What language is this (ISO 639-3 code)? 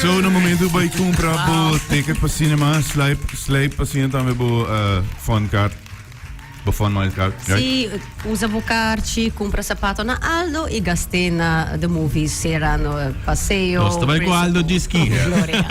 pap